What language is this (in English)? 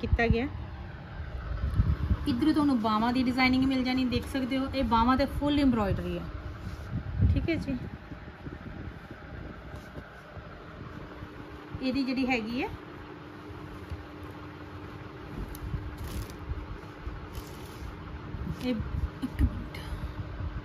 Punjabi